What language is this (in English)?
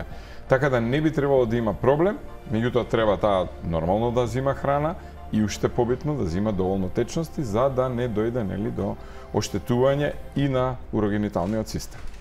Macedonian